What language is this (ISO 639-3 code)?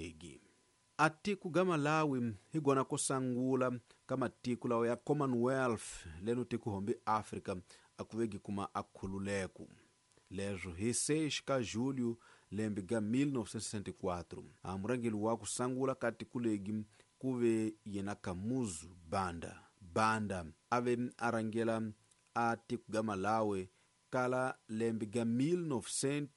tso